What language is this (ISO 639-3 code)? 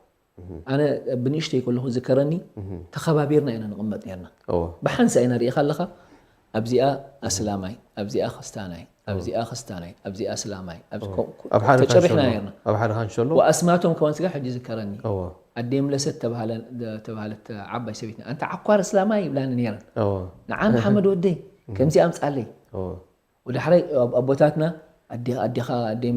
tir